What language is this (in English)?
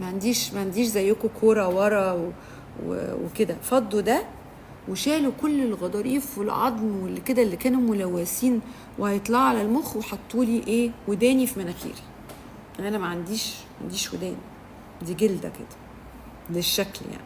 Egyptian Arabic